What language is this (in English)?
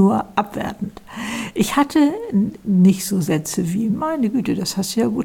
German